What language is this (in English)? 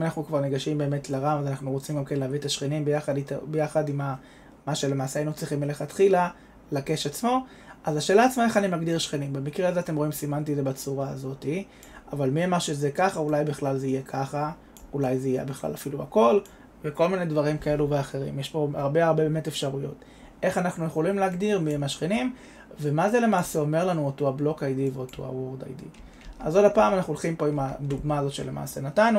Hebrew